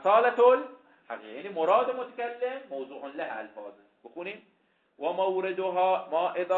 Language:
Persian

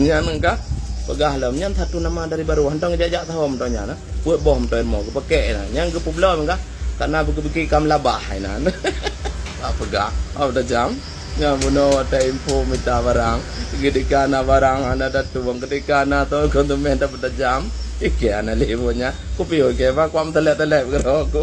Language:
Achinese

